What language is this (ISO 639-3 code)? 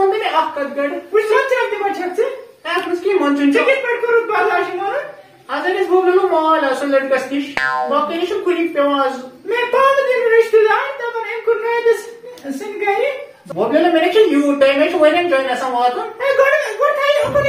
kas